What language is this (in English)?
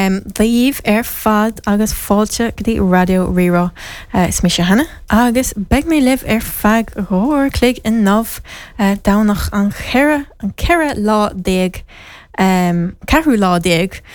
Irish